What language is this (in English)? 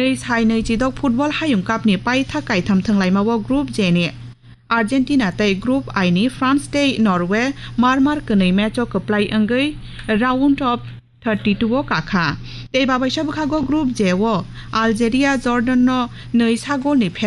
Kok Borok